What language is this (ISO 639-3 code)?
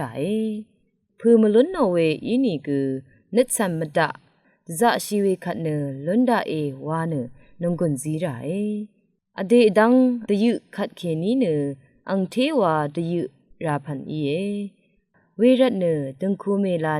raw